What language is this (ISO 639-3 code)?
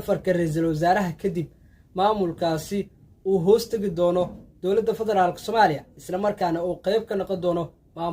som